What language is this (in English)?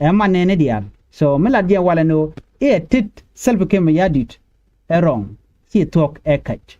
Nuer